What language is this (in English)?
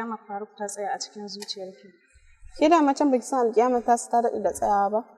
Hausa